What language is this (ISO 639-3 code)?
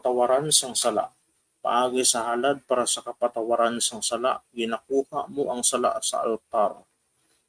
hil